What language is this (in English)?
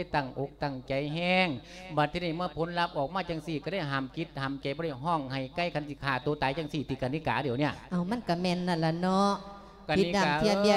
Lao